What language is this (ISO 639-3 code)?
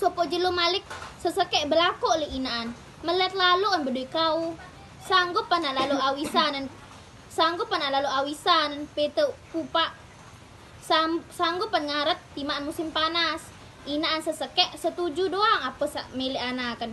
sas